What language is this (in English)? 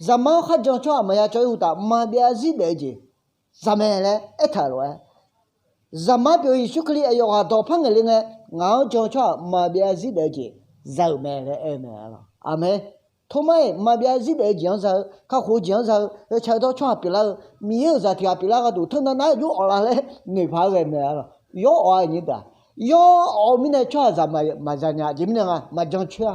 Akha